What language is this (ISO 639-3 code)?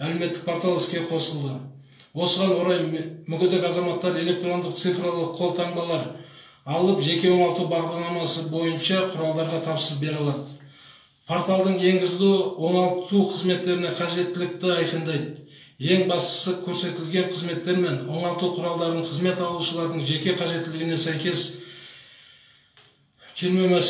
kaz